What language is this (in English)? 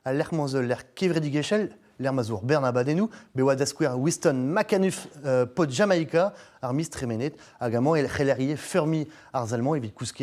Breton